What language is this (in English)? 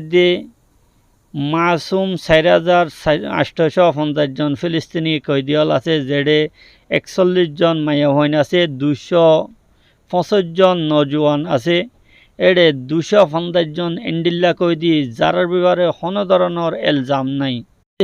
Rohingya